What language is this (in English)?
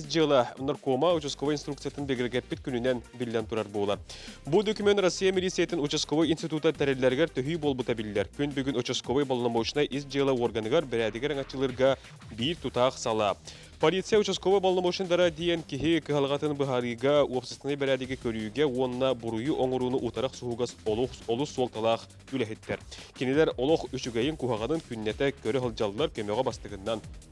Yakut